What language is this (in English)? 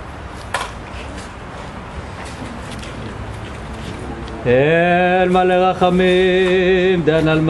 Hebrew